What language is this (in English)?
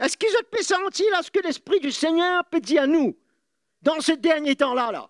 Morisyen